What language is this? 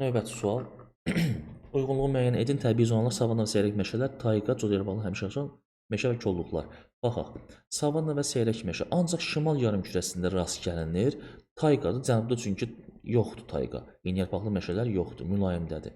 Azerbaijani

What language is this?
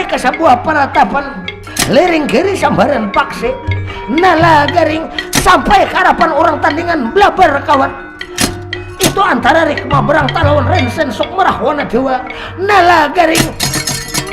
Banjar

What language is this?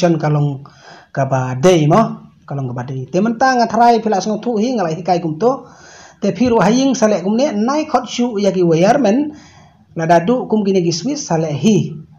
Khasi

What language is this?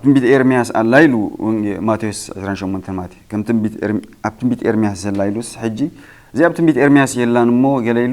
Tigrinya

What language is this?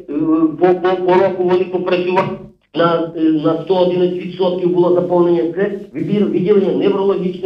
Ukrainian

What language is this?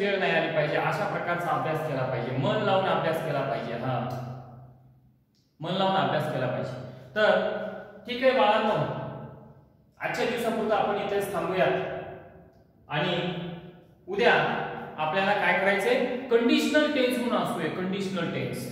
Marathi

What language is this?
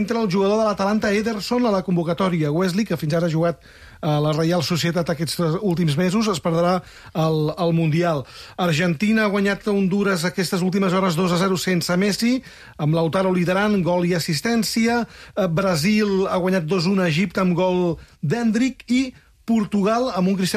Catalan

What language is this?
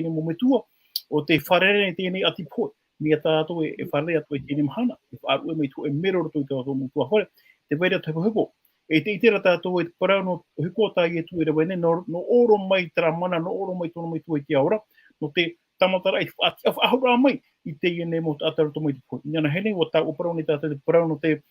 Tahitian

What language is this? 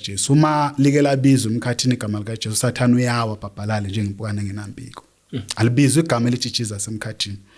Zulu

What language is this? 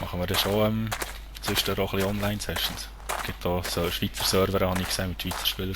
Swiss German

